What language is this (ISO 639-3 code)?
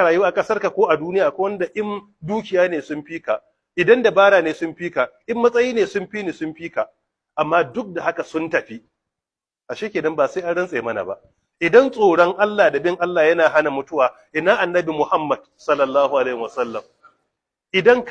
hau